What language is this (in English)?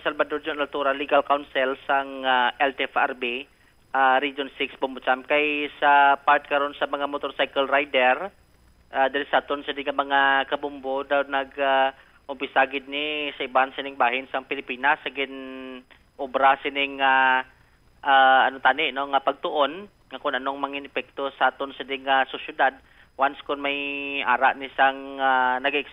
Hiligaynon